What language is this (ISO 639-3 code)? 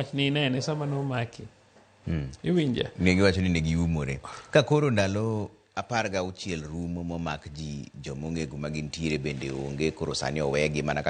luo